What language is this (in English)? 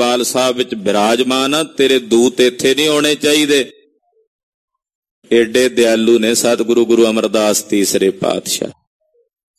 Punjabi